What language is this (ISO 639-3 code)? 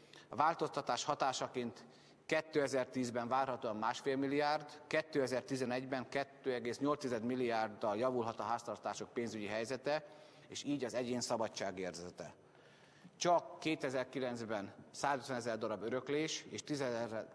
hun